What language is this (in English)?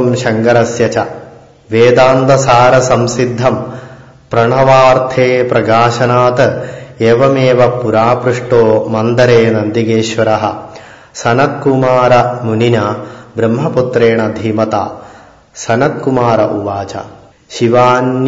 Sanskrit